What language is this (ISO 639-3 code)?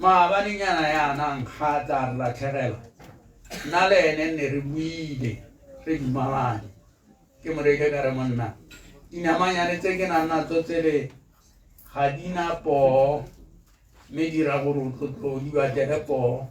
tsn